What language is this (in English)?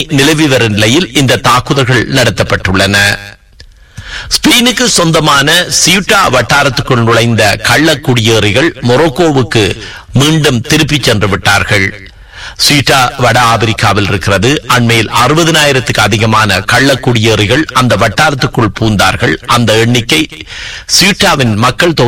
Tamil